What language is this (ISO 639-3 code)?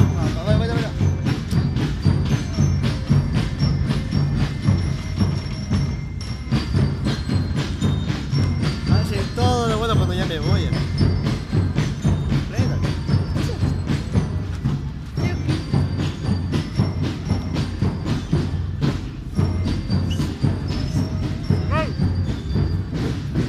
spa